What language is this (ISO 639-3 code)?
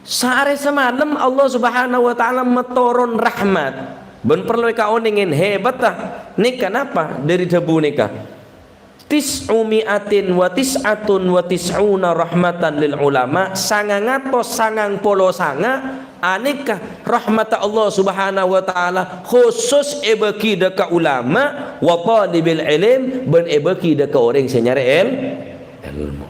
mad